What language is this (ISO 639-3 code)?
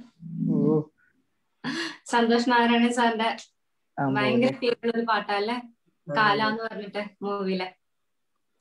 mal